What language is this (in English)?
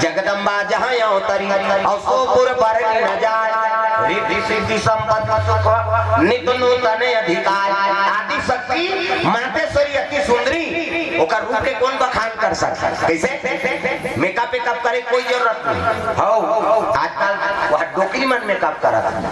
Chhattisgarhi